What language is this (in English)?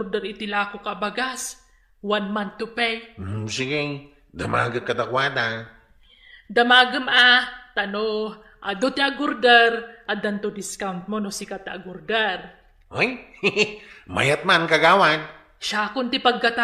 Iloko